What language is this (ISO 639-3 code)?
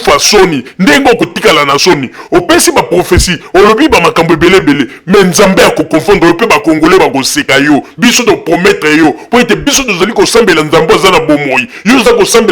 lin